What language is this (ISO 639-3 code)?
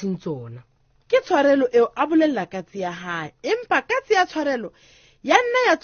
sot